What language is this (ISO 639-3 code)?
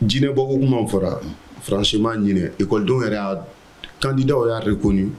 bam